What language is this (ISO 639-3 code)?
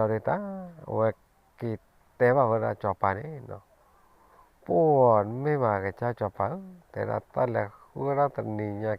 ksw